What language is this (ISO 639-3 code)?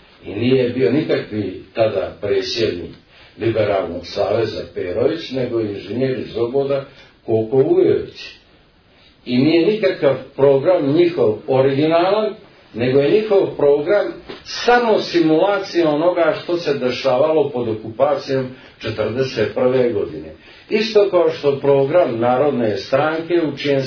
srp